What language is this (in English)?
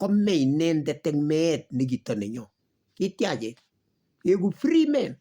Kalenjin